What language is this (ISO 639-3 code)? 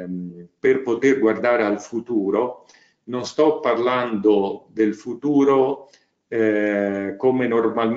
ita